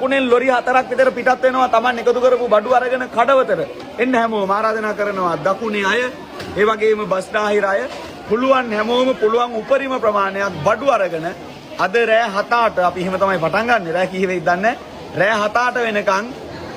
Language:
Sinhala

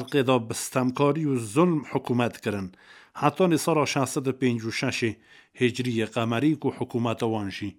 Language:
Kurdish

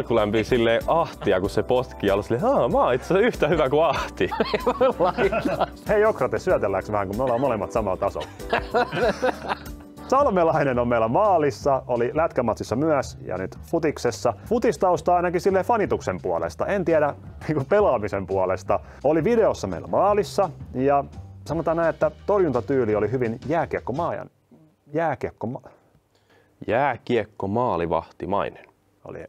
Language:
Finnish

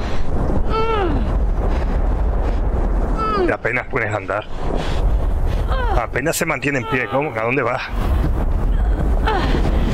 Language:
Spanish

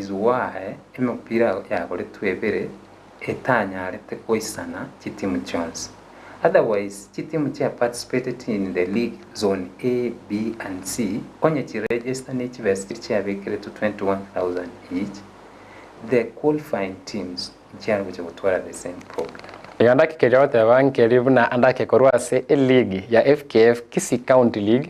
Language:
Gusii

